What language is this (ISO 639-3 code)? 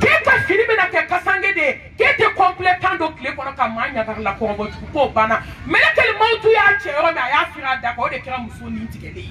bam